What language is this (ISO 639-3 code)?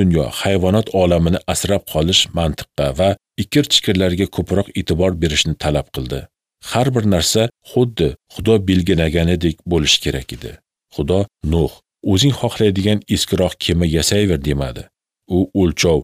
uzb